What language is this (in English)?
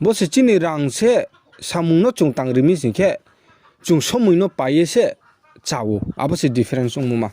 Riang (India)